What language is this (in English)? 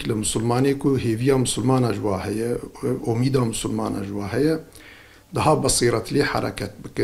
Kurdish